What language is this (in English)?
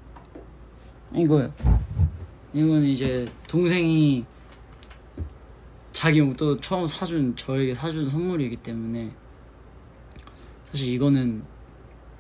Korean